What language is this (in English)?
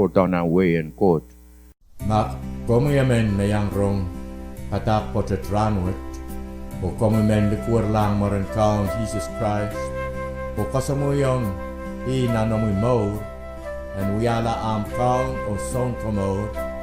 Pohnpeian